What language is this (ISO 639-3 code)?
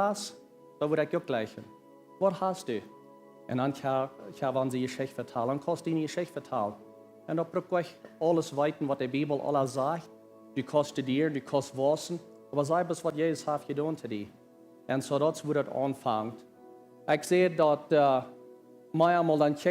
pdt